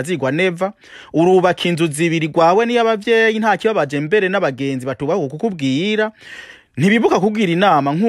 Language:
Rundi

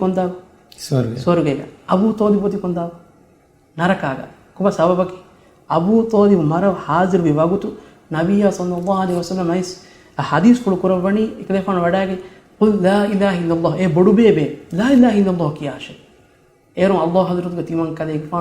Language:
Divehi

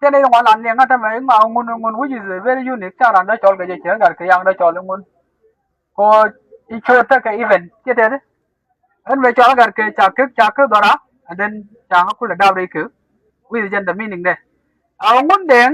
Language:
Nuer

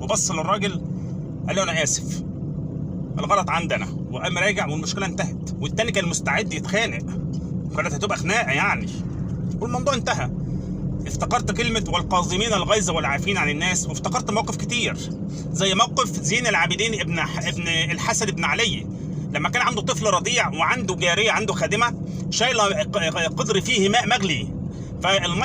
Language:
Egyptian Arabic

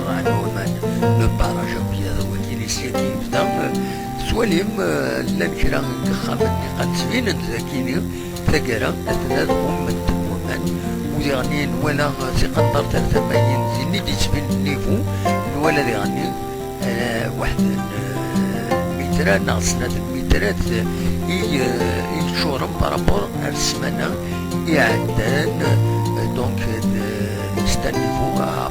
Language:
Kabyle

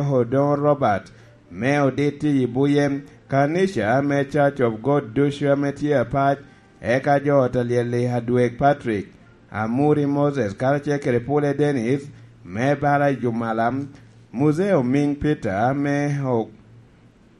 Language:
Lango (Uganda)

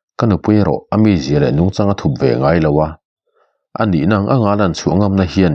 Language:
Mizo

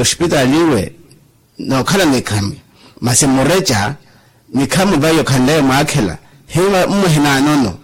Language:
Makhuwa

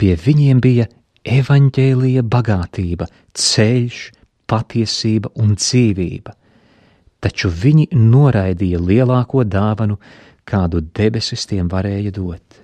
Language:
Latvian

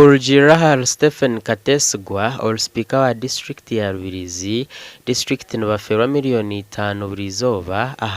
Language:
Nyankole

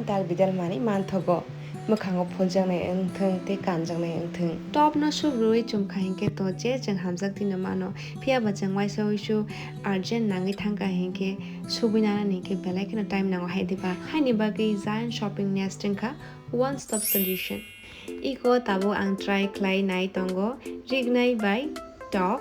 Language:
Kok Borok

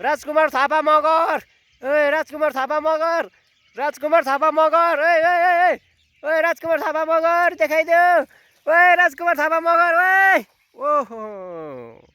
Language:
Nepali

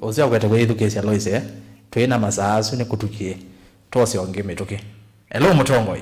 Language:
Kamba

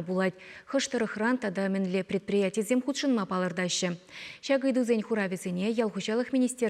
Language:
Chuvash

